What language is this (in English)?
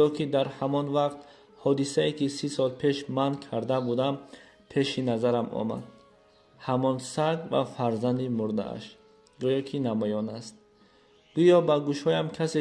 Tajik